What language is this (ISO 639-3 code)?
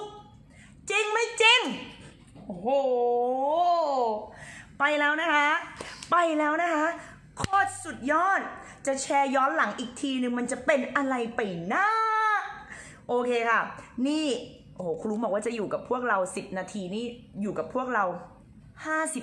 tha